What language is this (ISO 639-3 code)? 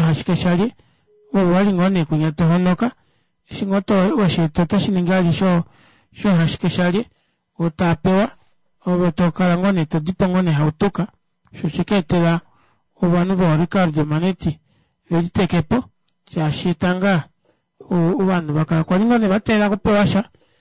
kua